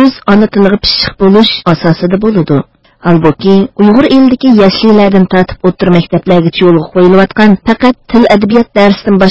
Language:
Uyghur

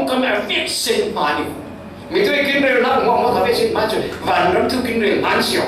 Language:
Falam Chin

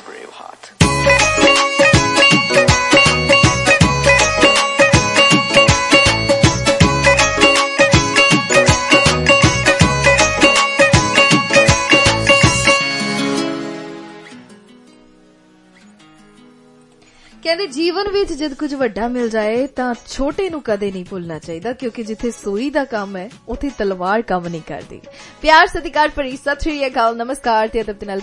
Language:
Punjabi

